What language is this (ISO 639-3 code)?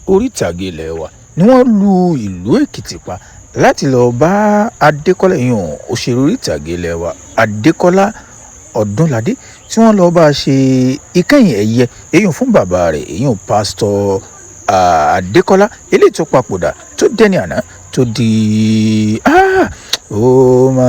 yor